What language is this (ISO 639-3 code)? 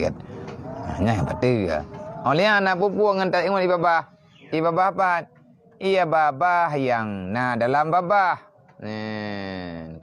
ace